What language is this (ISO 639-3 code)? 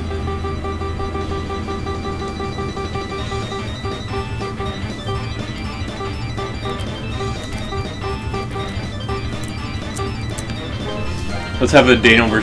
eng